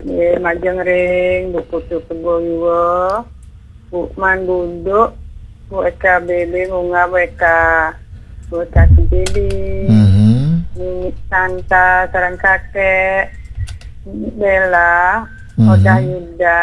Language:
Balinese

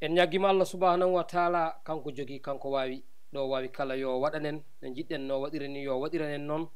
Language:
Fula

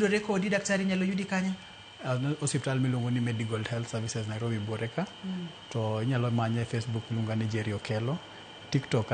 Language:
Luo (Kenya and Tanzania)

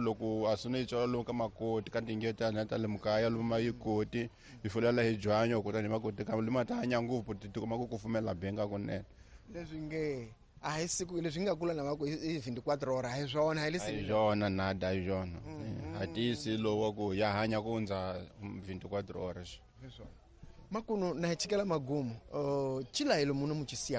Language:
Tsonga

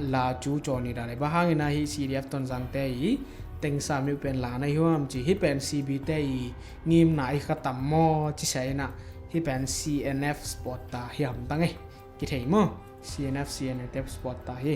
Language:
Tedim Chin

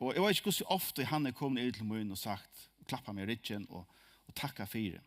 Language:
Faroese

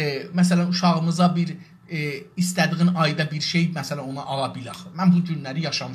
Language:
South Azerbaijani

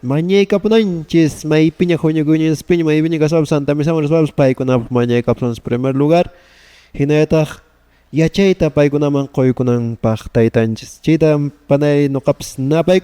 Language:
Quechua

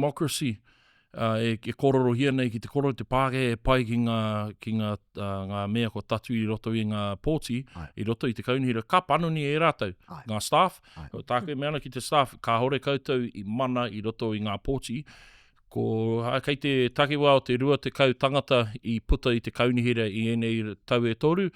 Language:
Māori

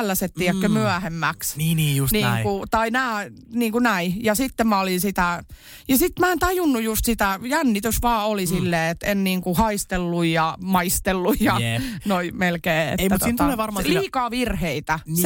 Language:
Finnish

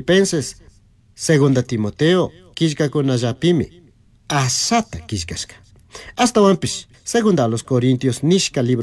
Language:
Chimborazo Highland Quichua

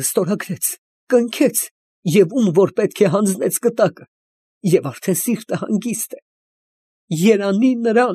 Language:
Armenian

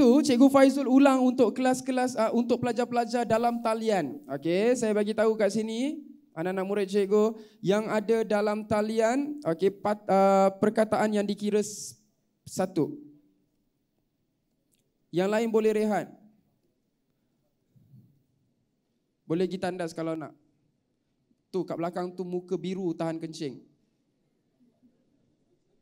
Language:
Malay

